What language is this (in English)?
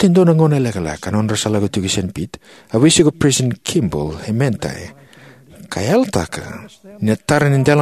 Fijian